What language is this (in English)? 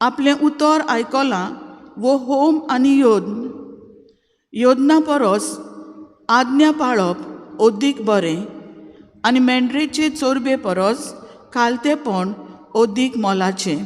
Konkani